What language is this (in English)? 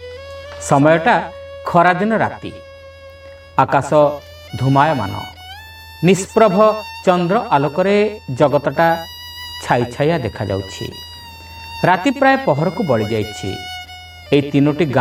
Odia